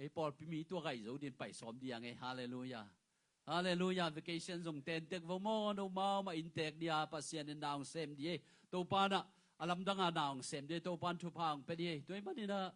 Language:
Tedim Chin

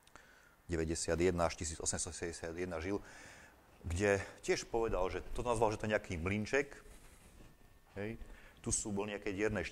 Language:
Slovak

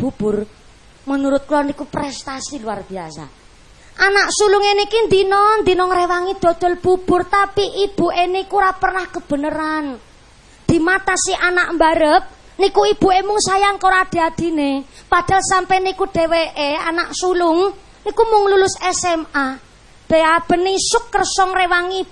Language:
Javanese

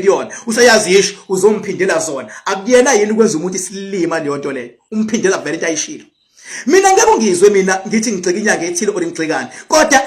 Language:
Zulu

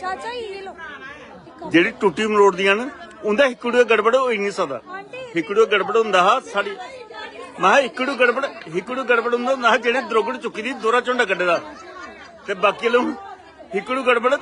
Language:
Dogri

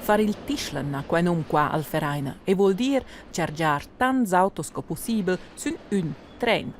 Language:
Romansh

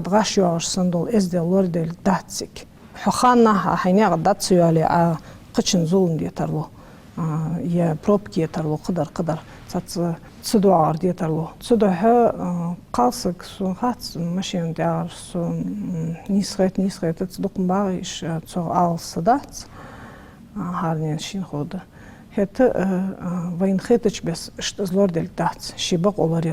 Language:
Ingush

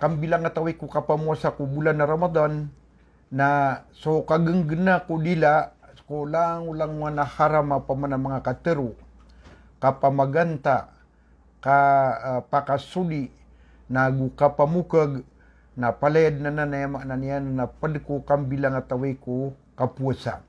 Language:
Maranao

